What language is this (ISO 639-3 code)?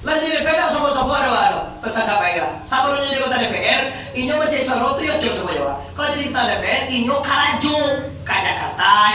min